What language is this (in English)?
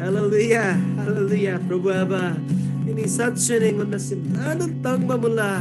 Eastern Tamang